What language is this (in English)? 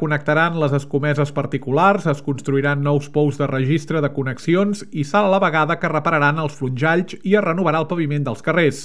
Catalan